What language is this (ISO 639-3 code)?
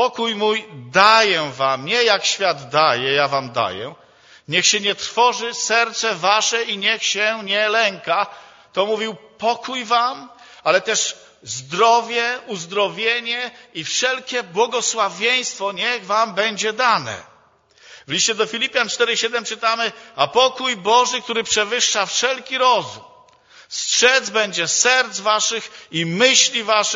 pol